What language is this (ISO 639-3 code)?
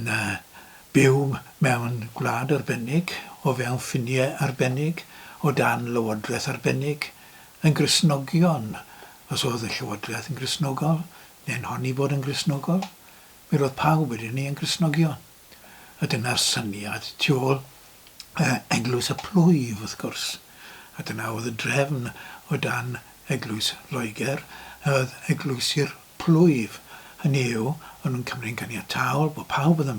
cym